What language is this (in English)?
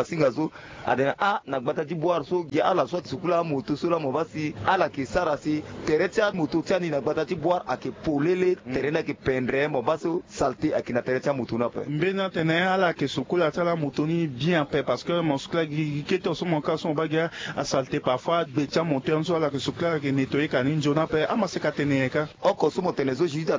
Sango